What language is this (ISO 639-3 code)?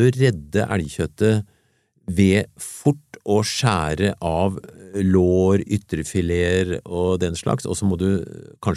nor